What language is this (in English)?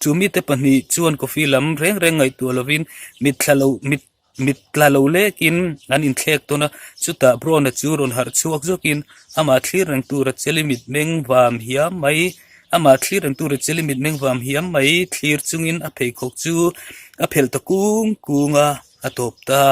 Mizo